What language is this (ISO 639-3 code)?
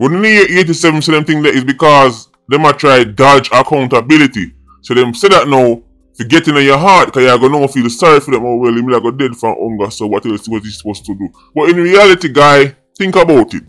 jam